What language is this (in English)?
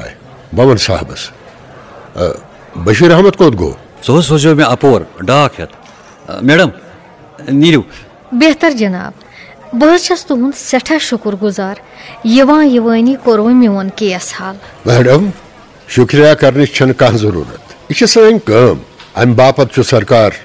Kashmiri